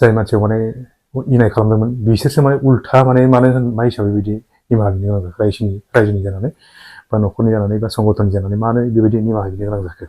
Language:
Bodo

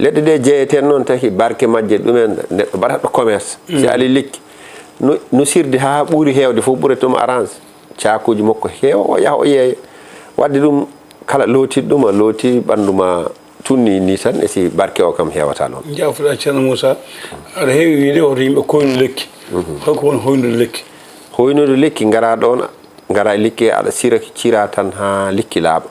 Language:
Fula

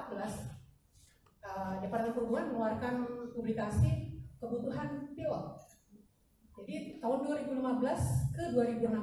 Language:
Indonesian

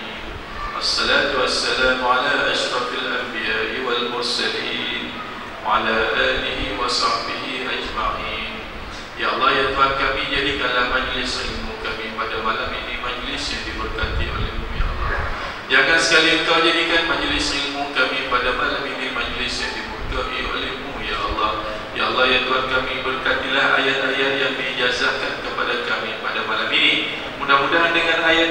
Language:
Malay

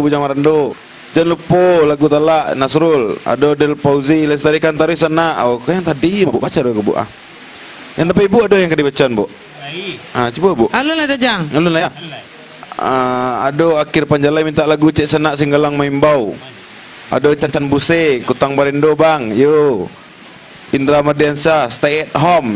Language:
Minangkabau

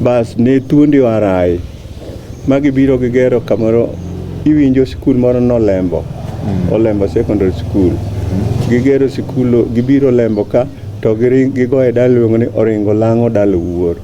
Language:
Luo (Kenya and Tanzania)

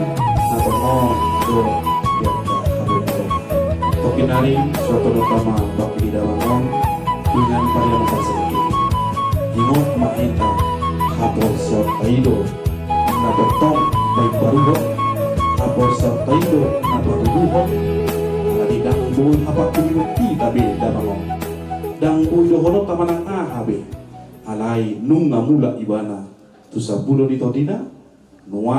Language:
Batak Toba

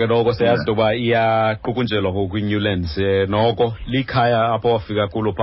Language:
Xhosa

